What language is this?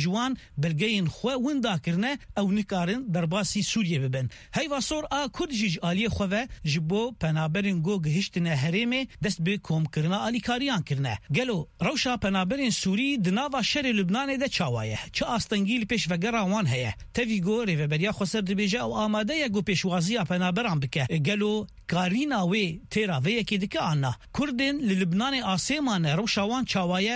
Kurdish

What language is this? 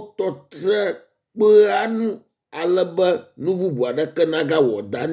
Ewe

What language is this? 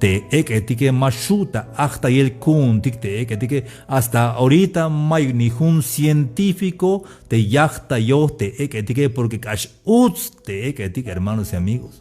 Tzeltal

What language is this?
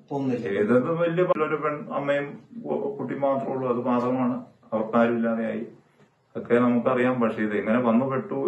Malayalam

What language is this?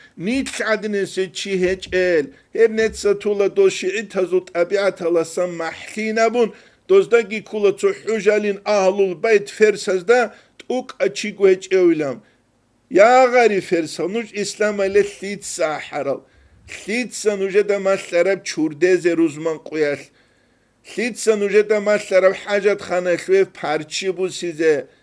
Avaric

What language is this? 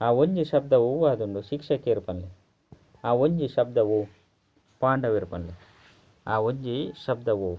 Tulu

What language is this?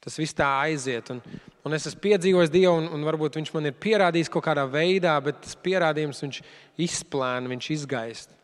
Latvian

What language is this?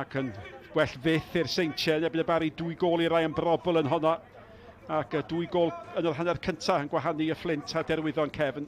Welsh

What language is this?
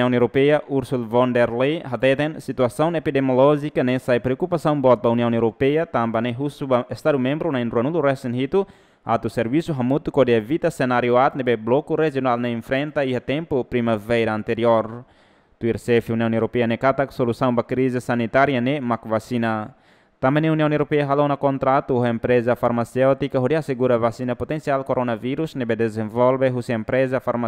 Tetum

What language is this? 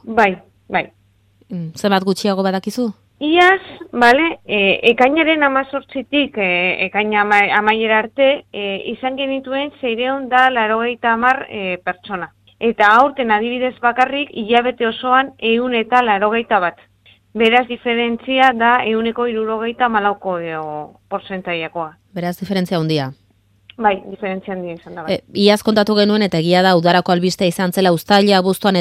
Basque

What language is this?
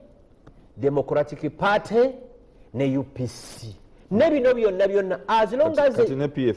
Ganda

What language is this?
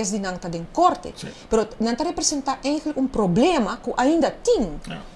Papiamento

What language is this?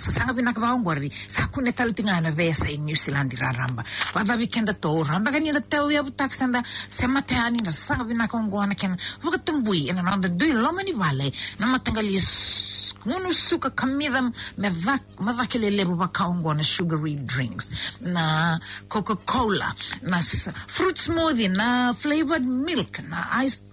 Fijian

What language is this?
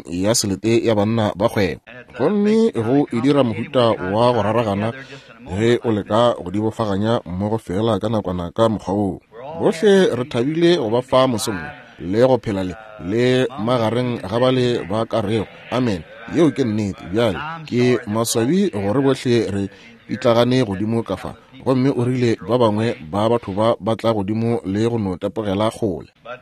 Northern Sotho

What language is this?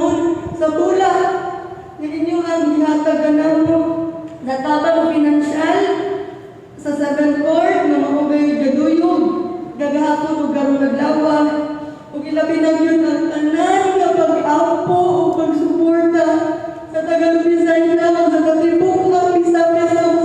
Cebuano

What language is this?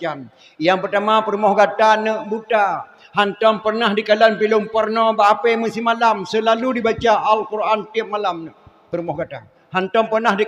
Achinese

